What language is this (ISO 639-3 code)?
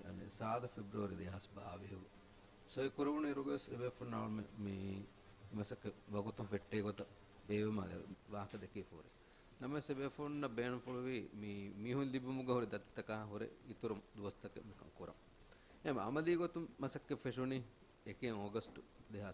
div